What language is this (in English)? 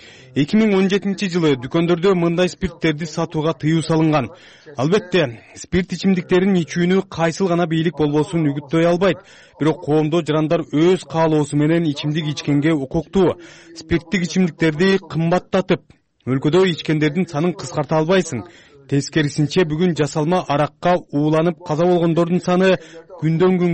Kyrgyz